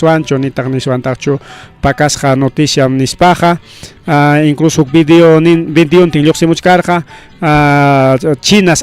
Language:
Ayacucho Quechua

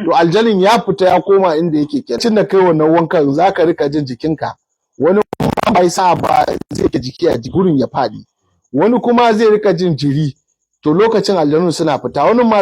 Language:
Hausa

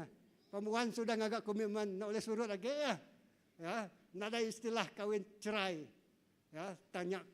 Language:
Iban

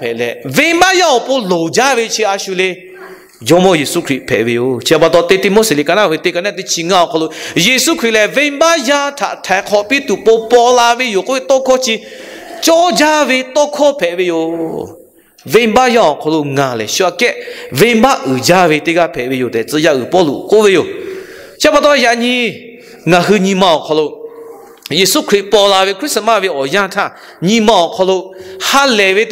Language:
Lahu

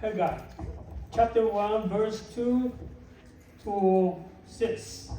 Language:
Lahu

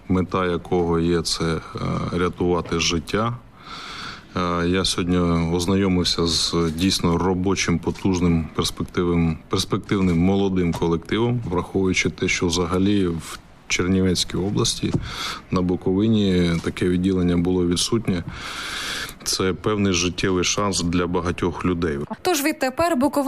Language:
Ukrainian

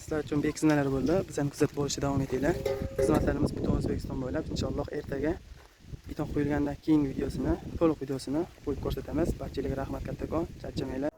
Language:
Uzbek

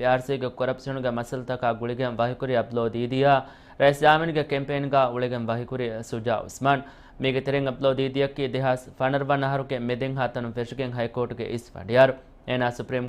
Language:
Divehi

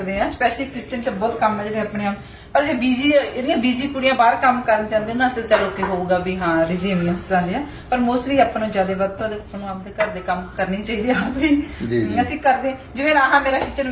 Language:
Punjabi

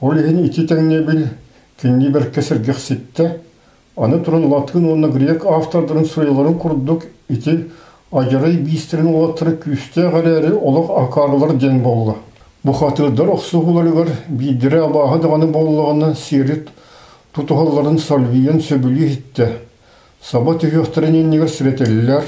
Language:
Yakut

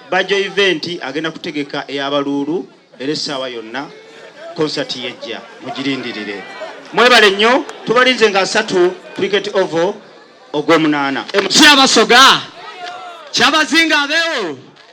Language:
Soga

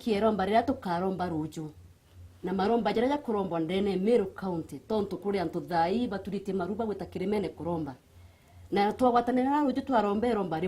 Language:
Meru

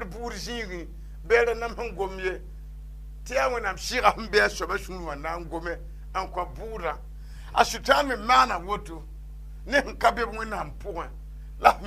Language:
Mossi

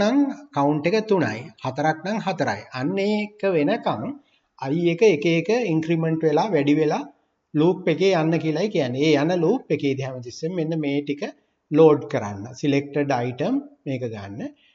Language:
Sinhala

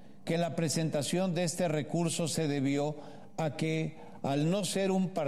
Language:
Spanish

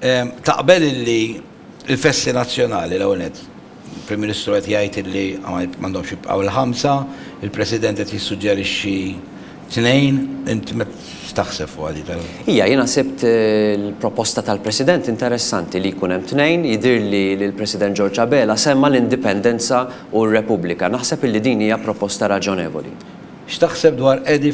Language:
Maltese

